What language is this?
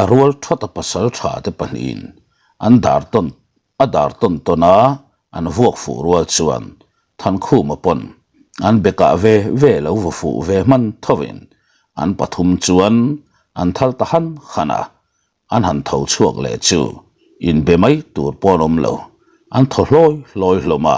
Mizo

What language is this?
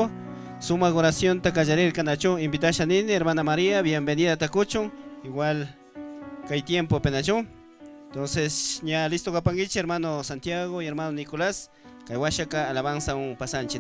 Chimborazo Highland Quichua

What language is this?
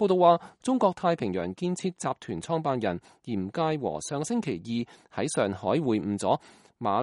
Cantonese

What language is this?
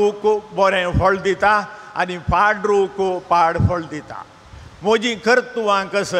Konkani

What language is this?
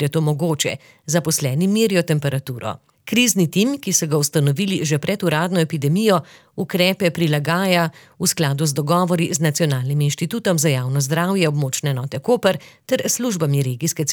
Slovenian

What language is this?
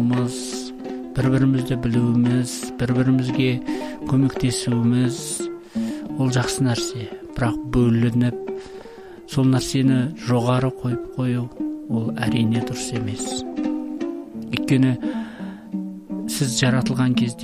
Kazakh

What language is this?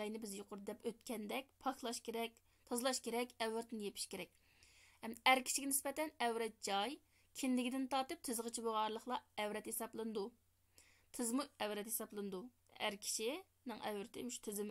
Uyghur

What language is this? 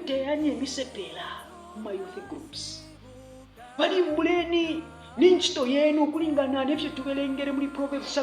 Bemba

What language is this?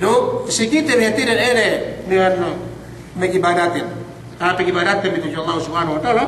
Yakan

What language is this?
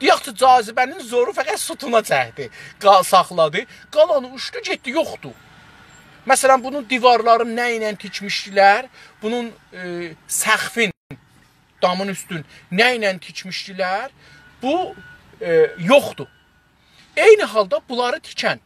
South Azerbaijani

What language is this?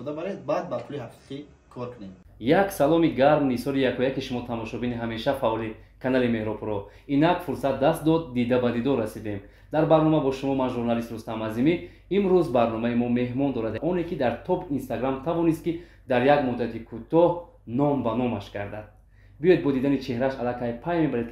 Tajik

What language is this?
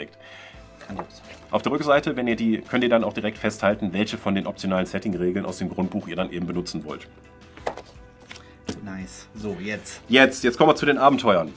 German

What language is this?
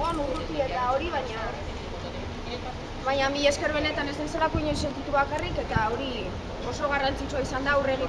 Basque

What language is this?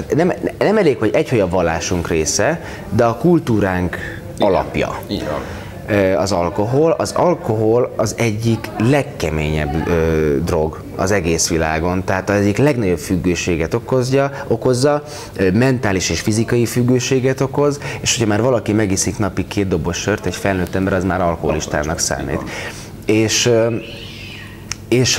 Hungarian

